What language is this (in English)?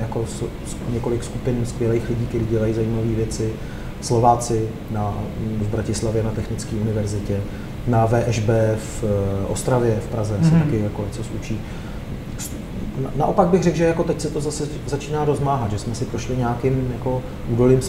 Czech